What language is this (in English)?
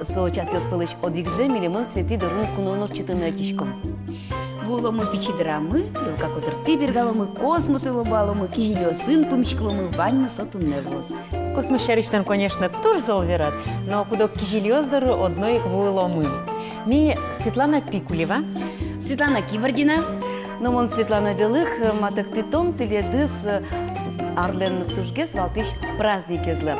Udmurt